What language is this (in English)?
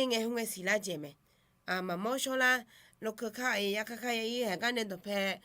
Akha